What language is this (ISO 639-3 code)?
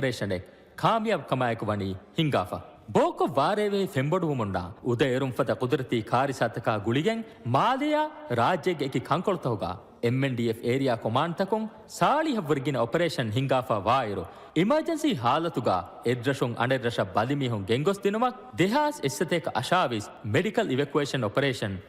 div